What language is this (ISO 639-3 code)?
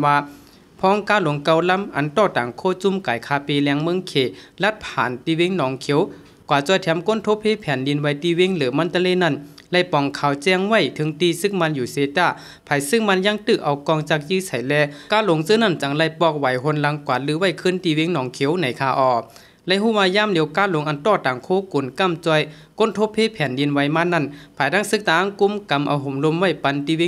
shn